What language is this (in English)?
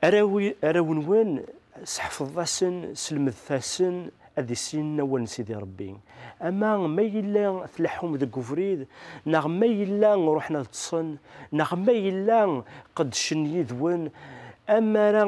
Kabyle